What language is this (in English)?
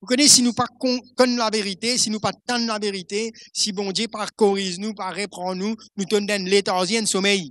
Morisyen